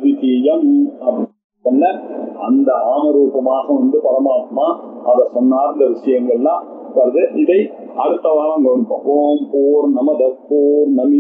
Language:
Tamil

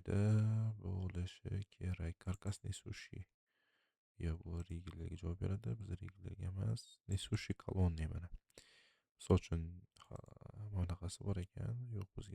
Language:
Uzbek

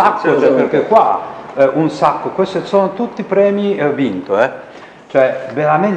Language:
Italian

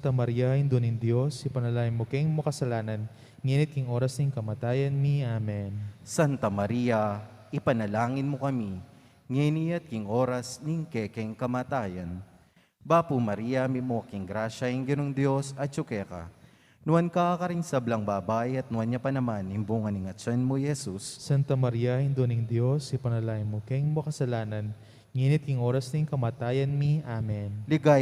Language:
Pampanga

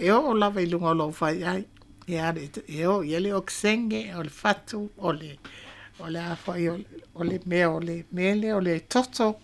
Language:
Samoan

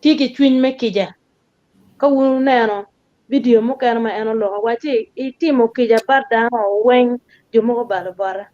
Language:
Acoli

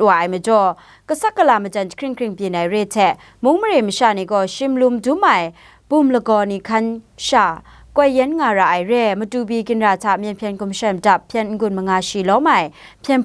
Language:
Kachin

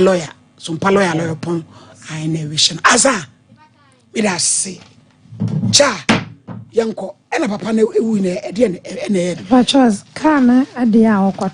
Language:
Akan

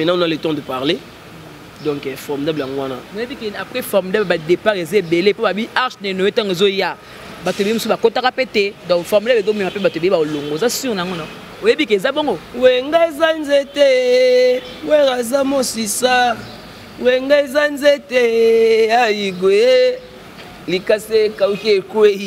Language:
Lingala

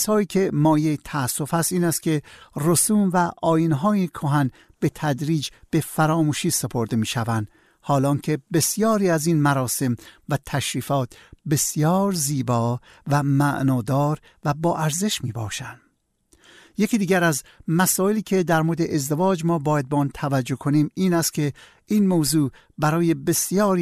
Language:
Persian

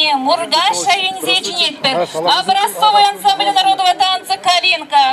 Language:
Chuvash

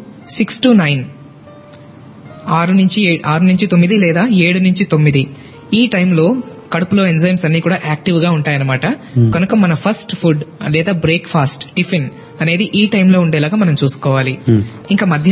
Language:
Telugu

